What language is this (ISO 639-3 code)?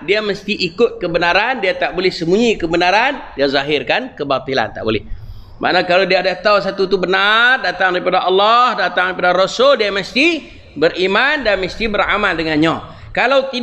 msa